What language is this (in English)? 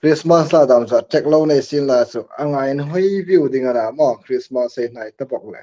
Hmar